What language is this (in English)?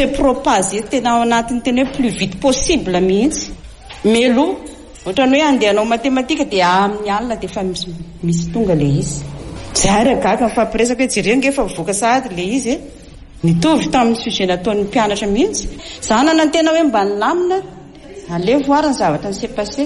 Malagasy